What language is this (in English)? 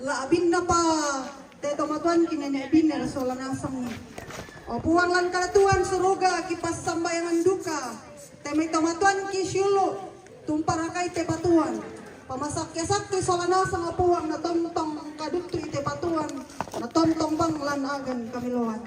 Toraja-Sa'dan